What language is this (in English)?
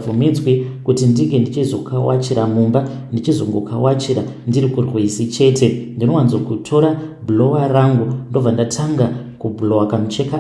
Shona